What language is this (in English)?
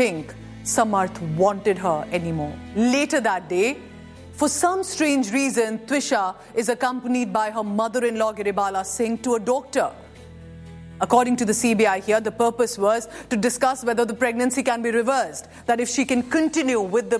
English